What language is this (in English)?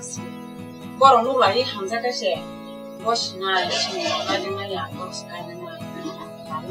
Kok Borok